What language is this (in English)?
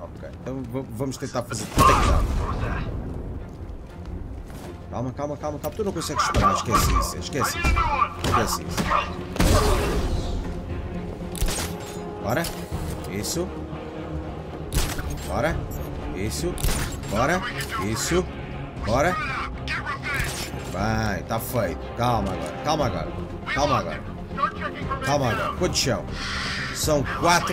Portuguese